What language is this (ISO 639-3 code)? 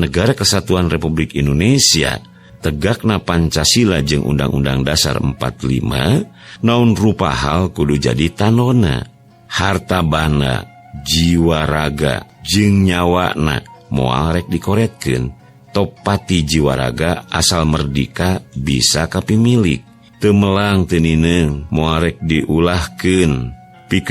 sun